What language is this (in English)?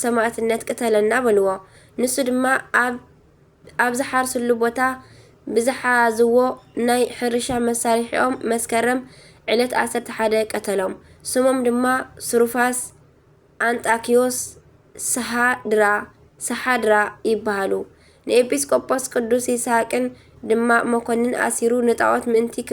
Tigrinya